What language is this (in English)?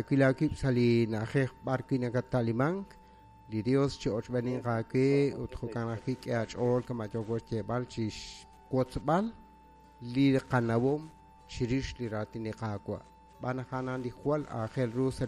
Kekchí